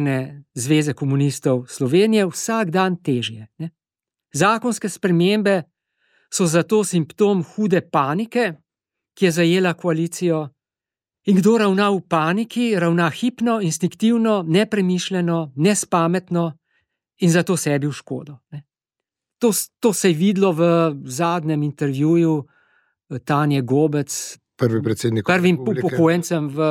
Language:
Slovenian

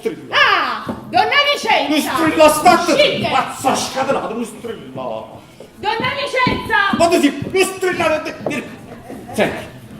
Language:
Neapolitan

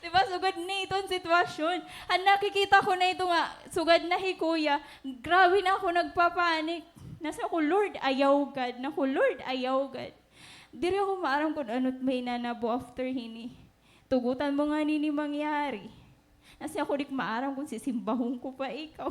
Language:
Waray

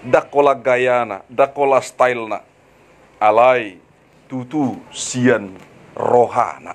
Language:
Batak Toba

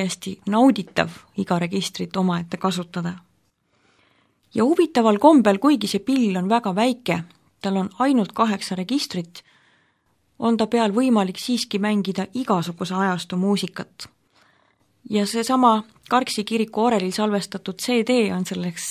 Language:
Estonian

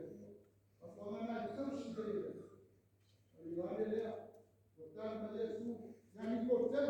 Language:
Samoan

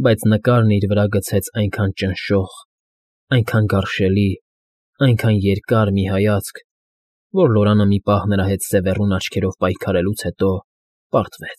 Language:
Armenian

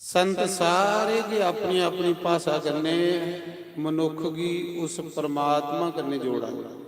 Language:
Dogri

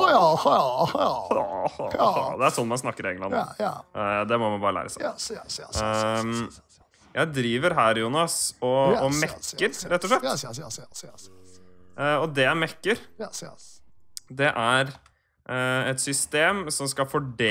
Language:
Norwegian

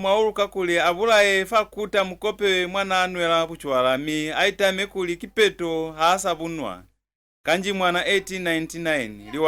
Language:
Lozi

